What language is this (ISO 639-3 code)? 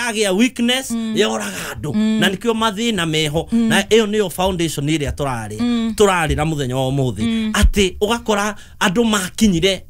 kik